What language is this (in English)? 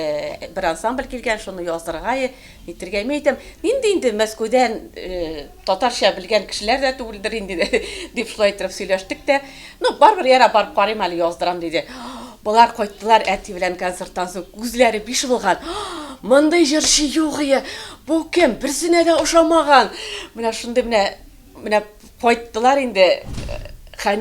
Tatar